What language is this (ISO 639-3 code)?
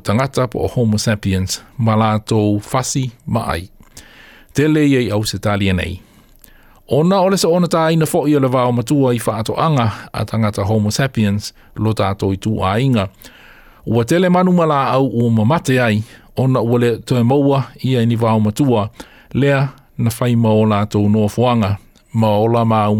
smo